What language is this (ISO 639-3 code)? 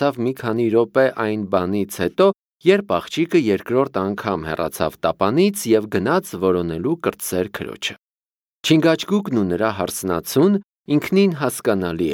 hye